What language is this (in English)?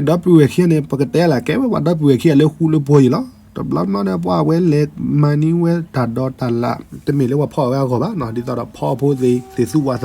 S'gaw Karen